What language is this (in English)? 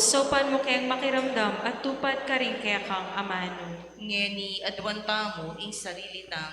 Pampanga